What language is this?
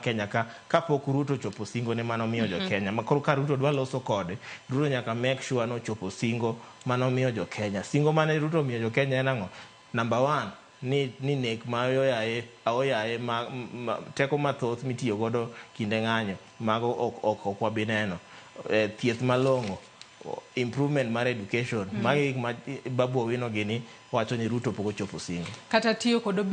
Luo (Kenya and Tanzania)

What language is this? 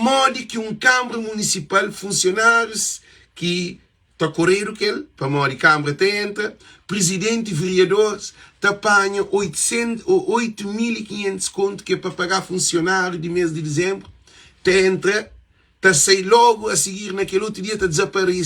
Kabuverdianu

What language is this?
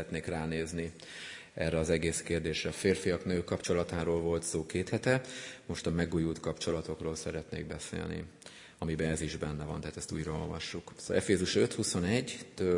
Hungarian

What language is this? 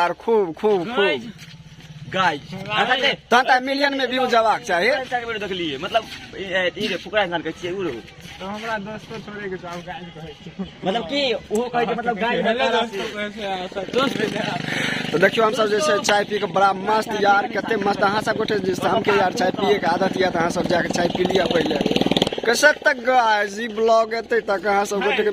Maithili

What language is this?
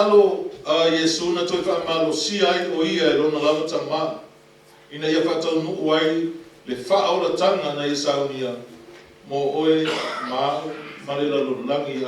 Samoan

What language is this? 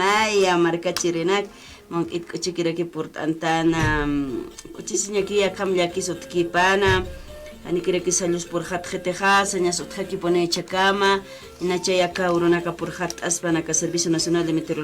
Aymara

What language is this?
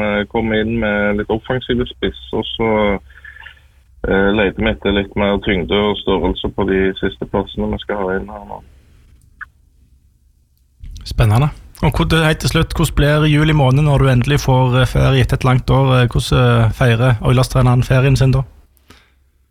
Norwegian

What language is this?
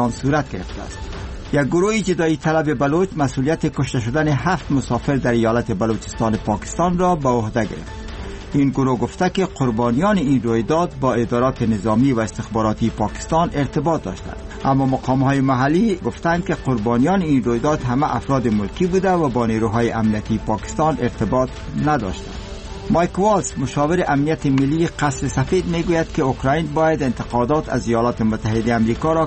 Persian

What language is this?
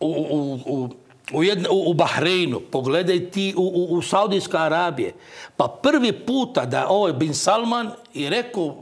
Croatian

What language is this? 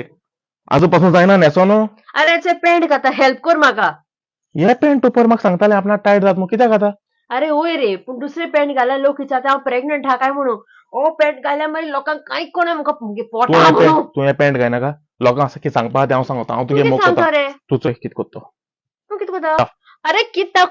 Konkani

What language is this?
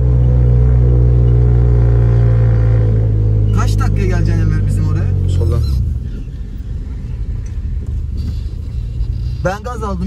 Turkish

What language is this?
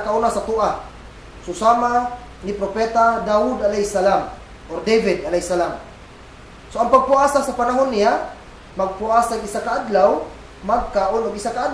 Cebuano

